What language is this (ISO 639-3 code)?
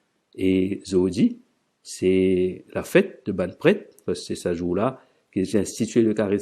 mfe